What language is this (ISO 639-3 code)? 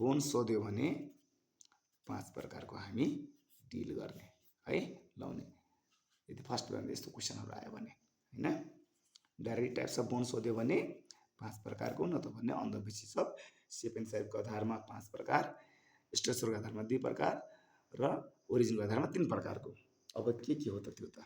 nep